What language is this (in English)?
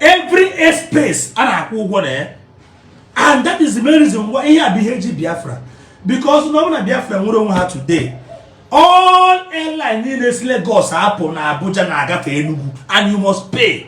Igbo